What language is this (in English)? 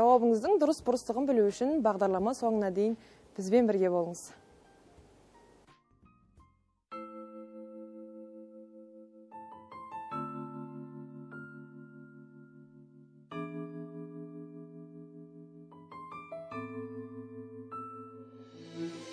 Kazakh